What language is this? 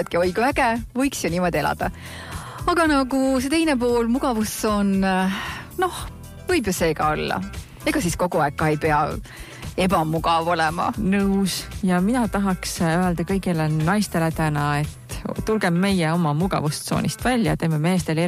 Estonian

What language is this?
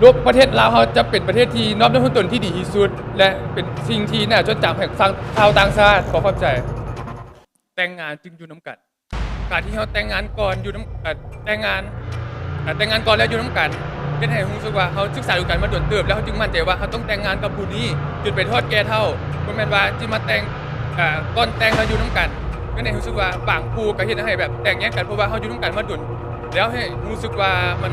Lao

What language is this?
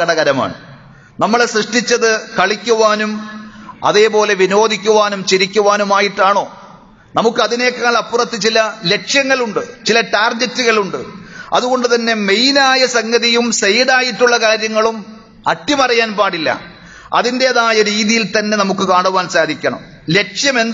Malayalam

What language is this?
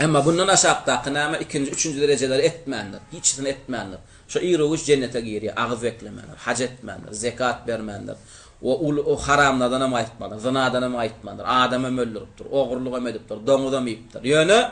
Turkmen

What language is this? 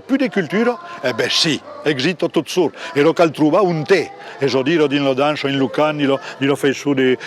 Occitan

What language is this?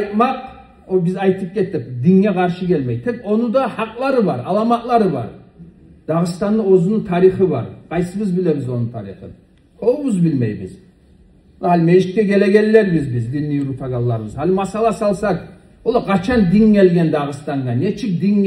Kumyk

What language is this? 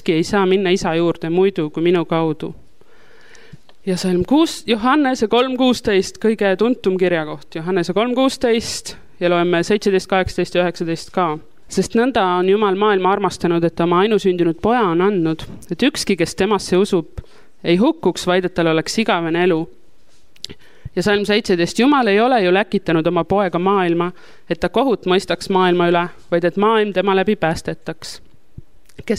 Estonian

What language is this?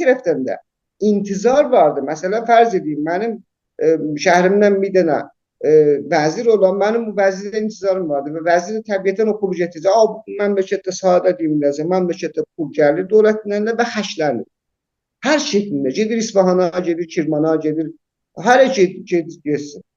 South Azerbaijani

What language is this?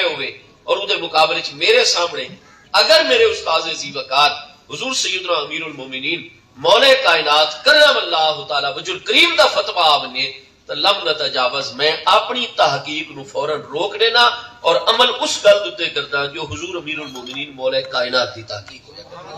Saraiki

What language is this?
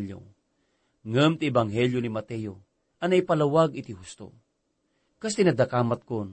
Iloko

